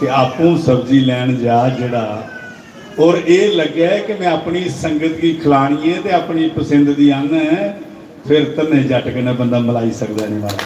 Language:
Dogri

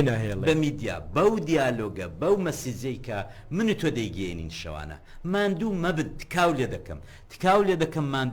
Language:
Central Kurdish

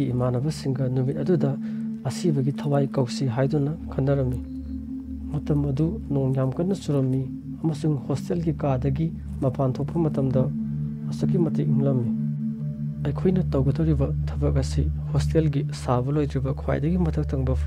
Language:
Manipuri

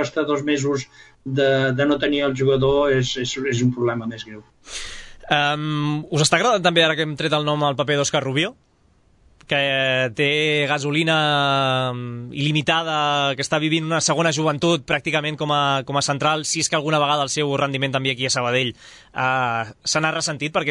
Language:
Catalan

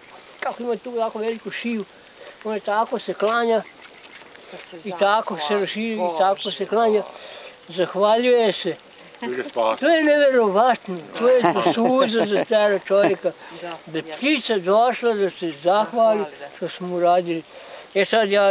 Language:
Bosnian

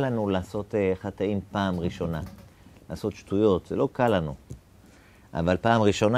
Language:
Hebrew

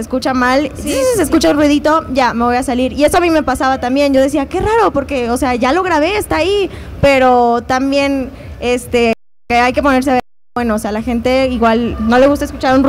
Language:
Spanish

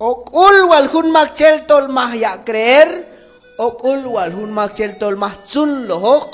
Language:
Q'anjob'al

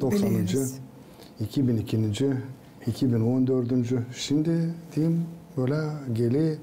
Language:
Gagauz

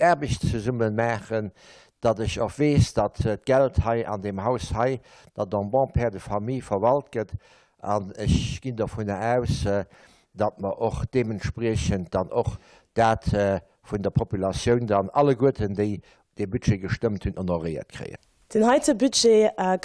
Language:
Luxembourgish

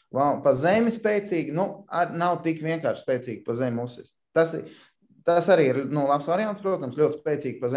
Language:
Latvian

